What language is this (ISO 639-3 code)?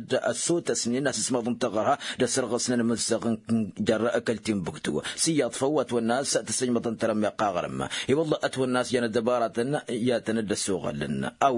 taq